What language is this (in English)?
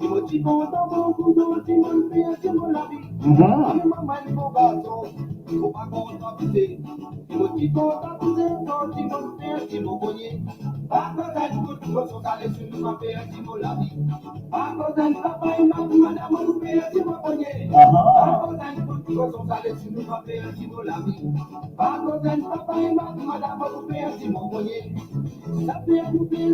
Morisyen